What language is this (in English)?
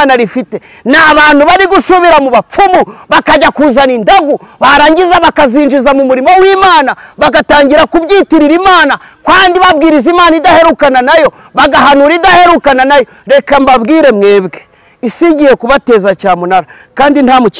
Kinyarwanda